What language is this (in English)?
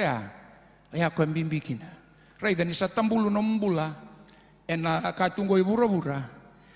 Fijian